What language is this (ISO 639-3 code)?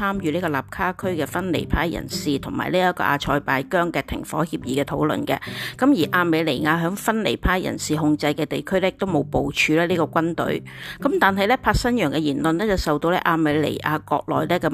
yue